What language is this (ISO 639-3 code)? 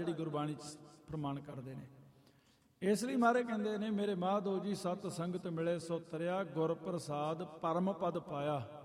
pan